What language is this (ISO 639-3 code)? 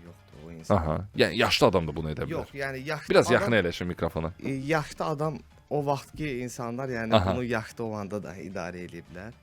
aze